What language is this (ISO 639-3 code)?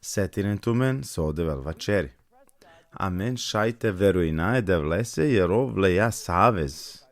rmn